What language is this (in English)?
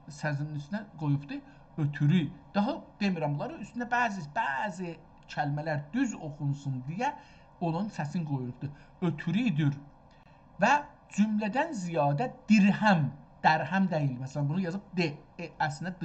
South Azerbaijani